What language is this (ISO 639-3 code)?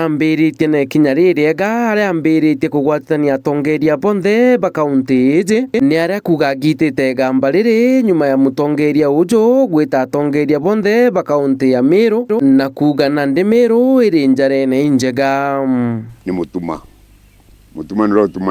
mer